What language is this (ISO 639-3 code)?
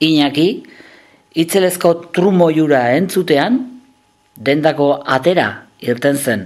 eus